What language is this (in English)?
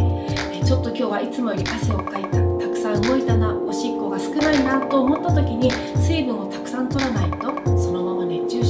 Japanese